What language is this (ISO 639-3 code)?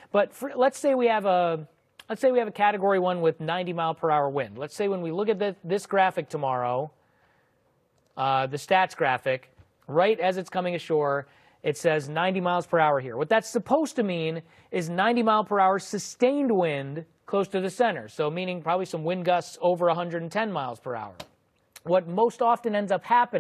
eng